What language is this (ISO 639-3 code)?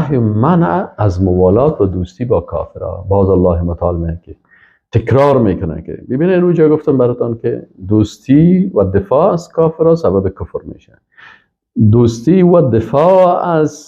fas